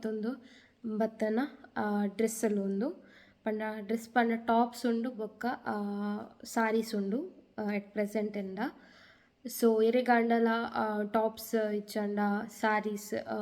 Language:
Tulu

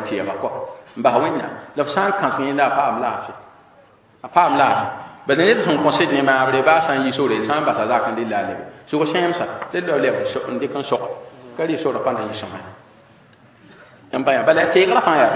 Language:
Mossi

